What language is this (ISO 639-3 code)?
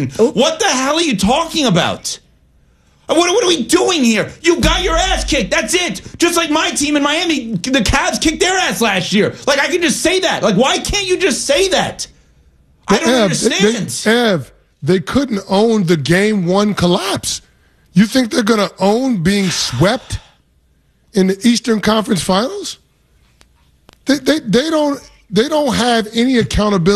eng